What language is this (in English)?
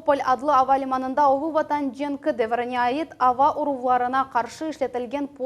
Crimean Tatar